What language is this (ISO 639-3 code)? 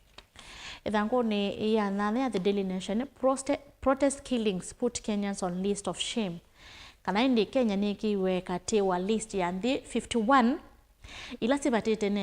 kam